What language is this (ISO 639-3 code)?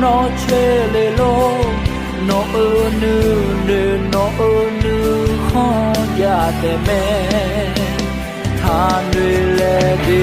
ahk